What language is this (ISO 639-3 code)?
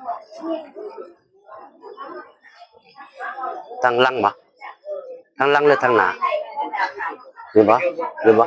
tts